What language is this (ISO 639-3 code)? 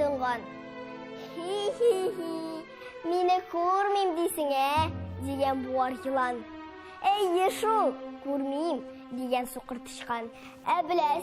tat